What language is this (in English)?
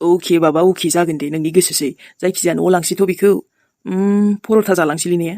Bodo